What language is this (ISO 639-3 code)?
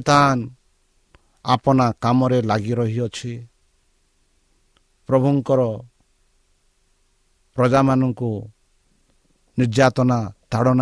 ori